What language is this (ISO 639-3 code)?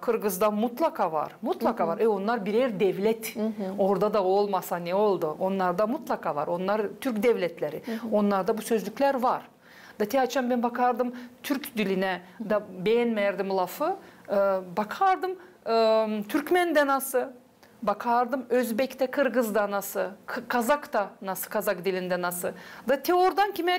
gag